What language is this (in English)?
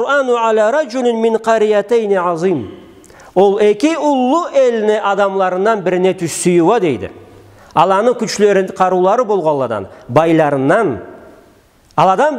Karachay-Balkar